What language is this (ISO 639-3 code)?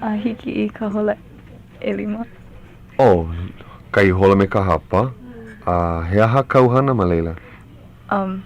haw